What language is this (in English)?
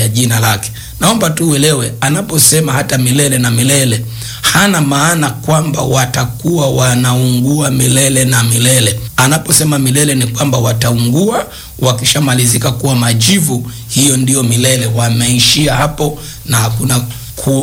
Swahili